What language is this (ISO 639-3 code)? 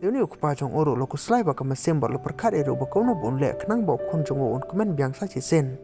kha